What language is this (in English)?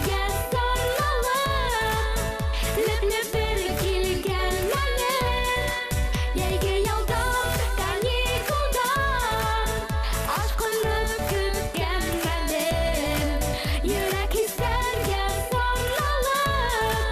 Bashkir